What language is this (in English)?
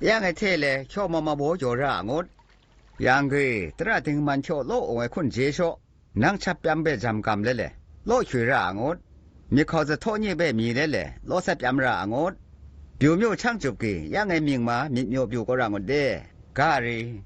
Zaiwa